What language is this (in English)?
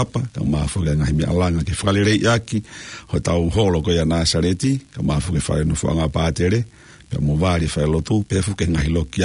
Tongan